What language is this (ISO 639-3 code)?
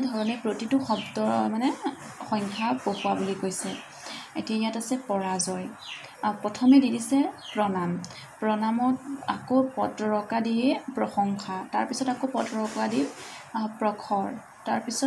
asm